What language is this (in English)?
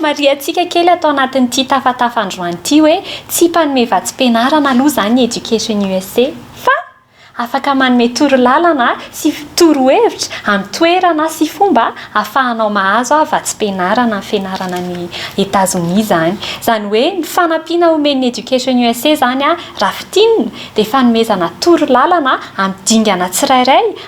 Malagasy